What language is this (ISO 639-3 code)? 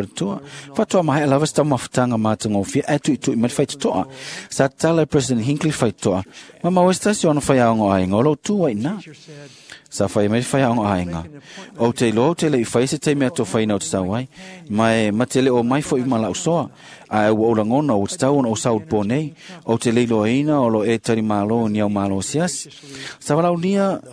smo